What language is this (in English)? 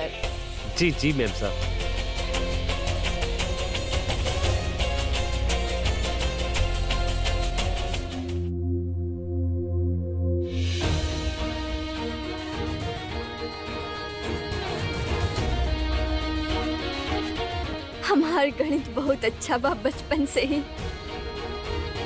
Bhojpuri